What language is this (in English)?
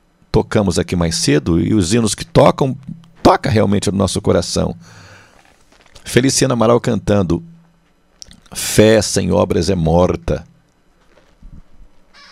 Portuguese